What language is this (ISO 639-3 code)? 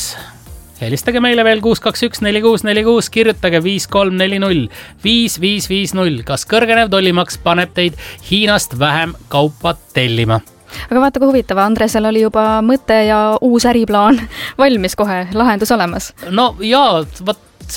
est